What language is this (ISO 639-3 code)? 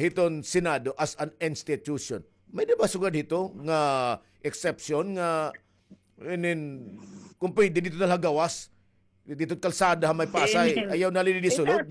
war